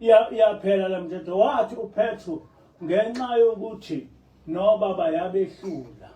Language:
Zulu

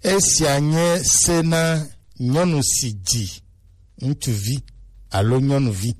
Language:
Gen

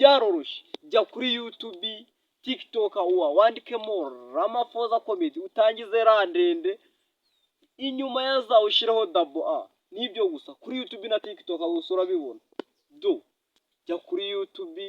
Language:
Kinyarwanda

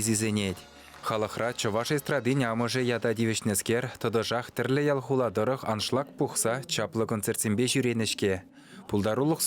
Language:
Chuvash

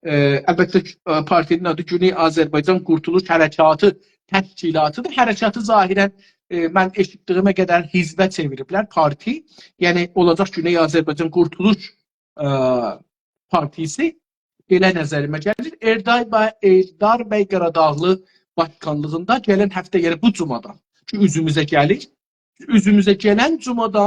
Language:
South Azerbaijani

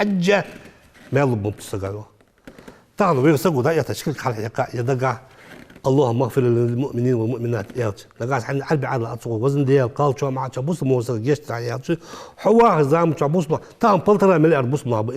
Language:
Ingush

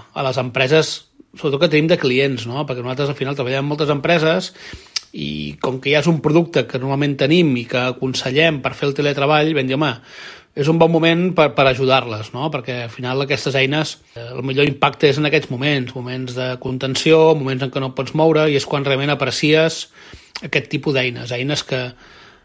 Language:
Catalan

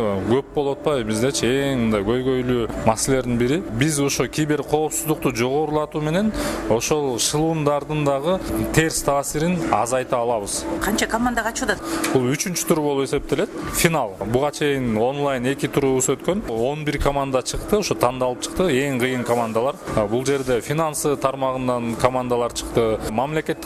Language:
Kyrgyz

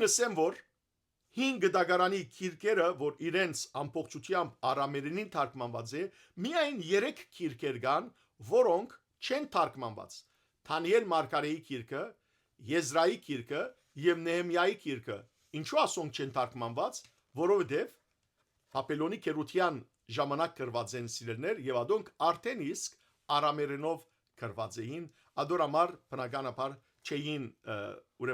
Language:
Western Armenian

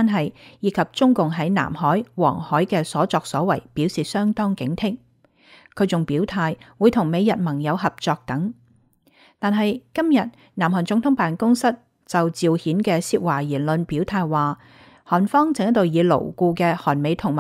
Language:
Cantonese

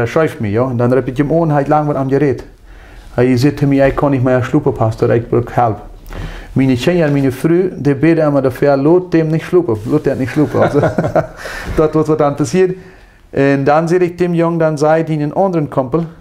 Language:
Plautdietsch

